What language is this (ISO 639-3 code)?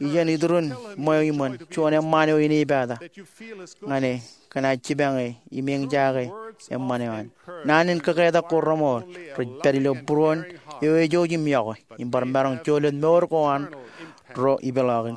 mah